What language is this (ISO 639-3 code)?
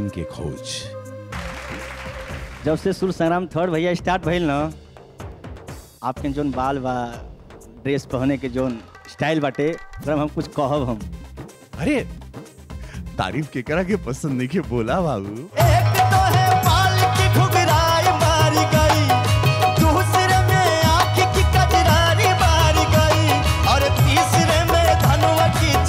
bho